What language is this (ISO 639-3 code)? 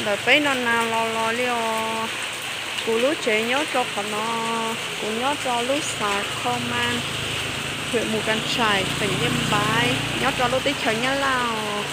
hmn